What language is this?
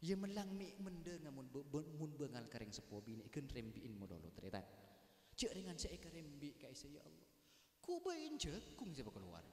Madurese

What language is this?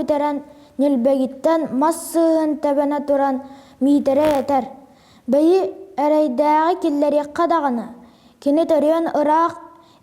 Yakut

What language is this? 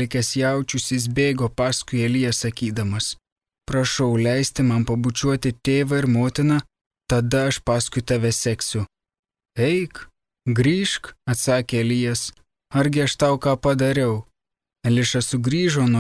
Lithuanian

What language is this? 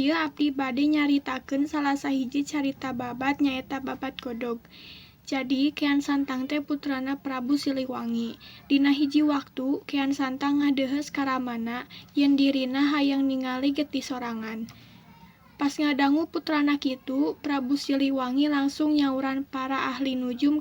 Sundanese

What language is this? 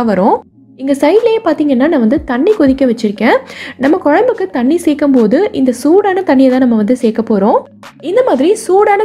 Tamil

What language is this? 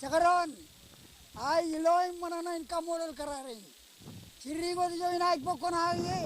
Marshallese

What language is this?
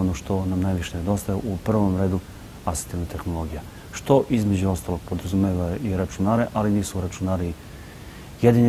Serbian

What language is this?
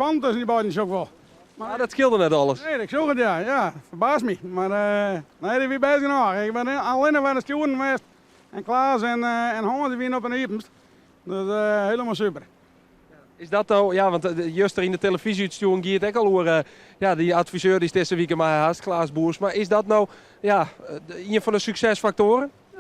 Western Frisian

